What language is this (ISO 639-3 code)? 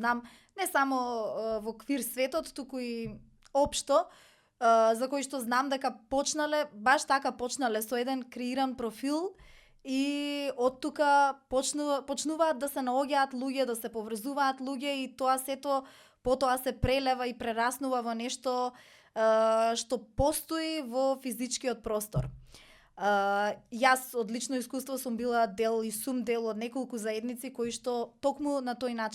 mkd